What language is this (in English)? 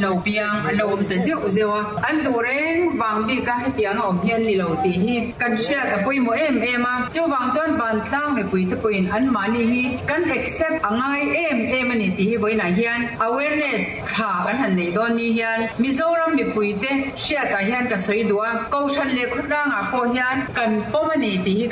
Mizo